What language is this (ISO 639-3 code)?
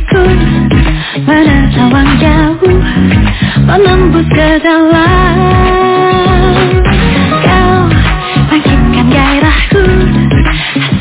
ind